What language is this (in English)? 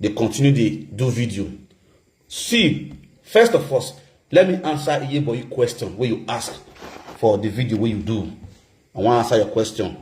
Nigerian Pidgin